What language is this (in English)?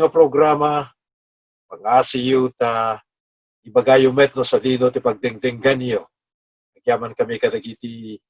Iloko